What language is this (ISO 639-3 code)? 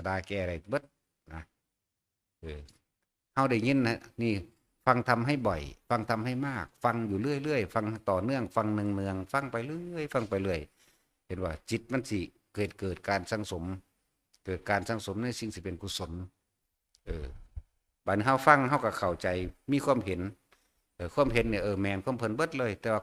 tts